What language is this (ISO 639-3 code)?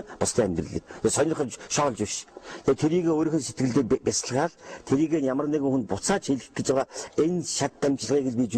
mon